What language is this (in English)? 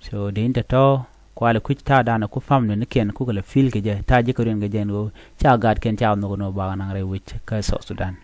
Nuer